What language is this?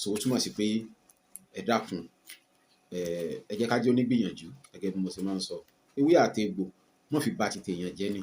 Yoruba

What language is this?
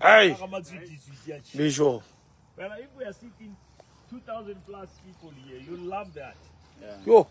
Southern Sotho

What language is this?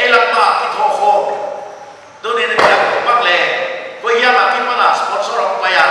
Paite Chin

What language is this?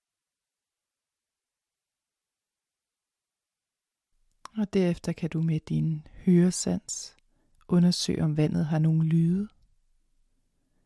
Danish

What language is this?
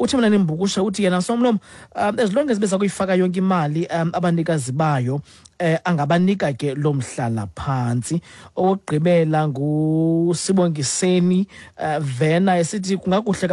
Xhosa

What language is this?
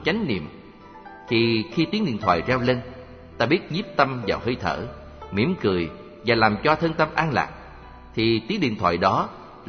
Vietnamese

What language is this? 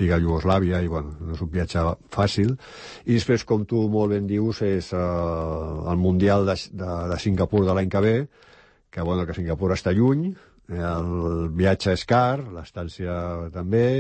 Catalan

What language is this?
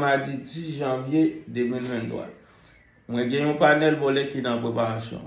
Haitian Creole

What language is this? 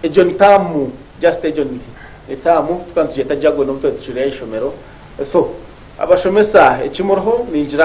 Nyankole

